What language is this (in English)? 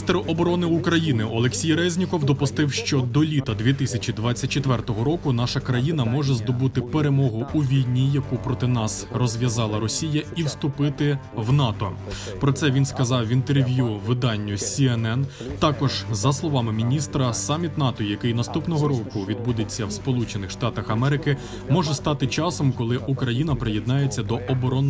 Ukrainian